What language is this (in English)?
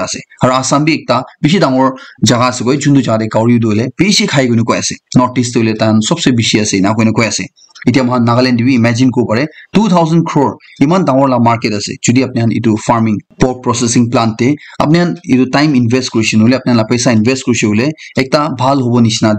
Naga Pidgin